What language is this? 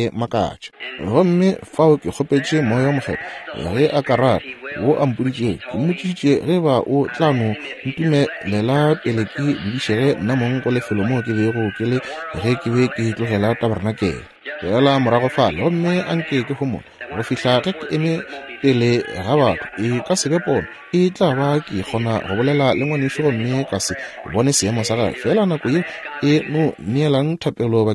Northern Sotho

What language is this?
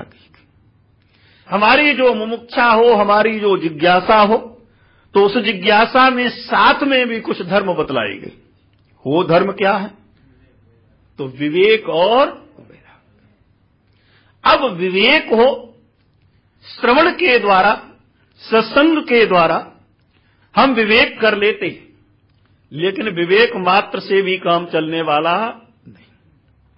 Hindi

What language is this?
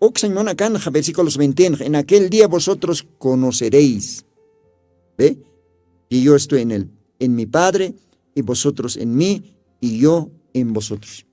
Aymara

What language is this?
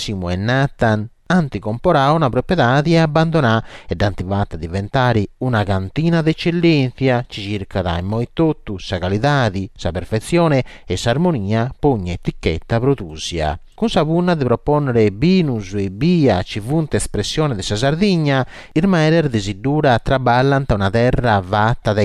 Sardinian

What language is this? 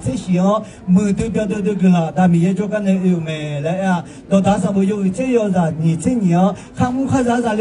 Akha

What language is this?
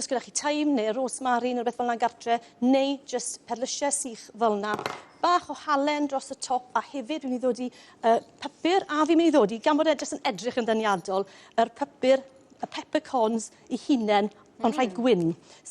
Welsh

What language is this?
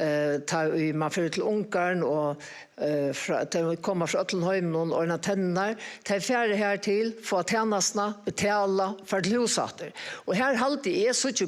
Faroese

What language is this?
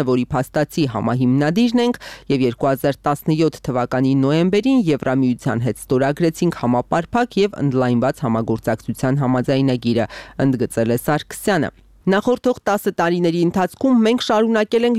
Armenian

